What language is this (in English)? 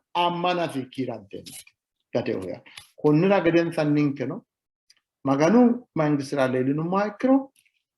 Sidamo